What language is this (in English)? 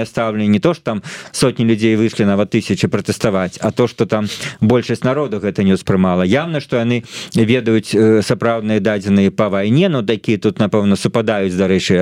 Belarusian